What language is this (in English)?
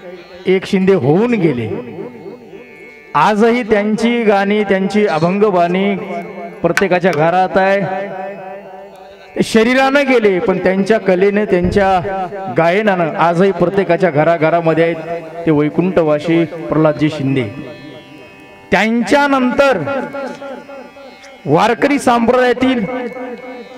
Marathi